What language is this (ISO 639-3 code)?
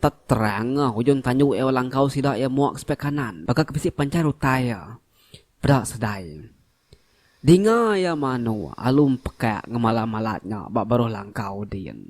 iba